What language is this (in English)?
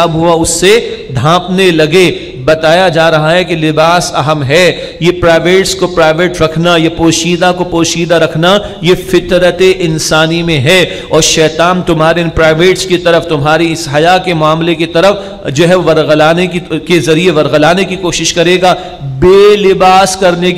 Urdu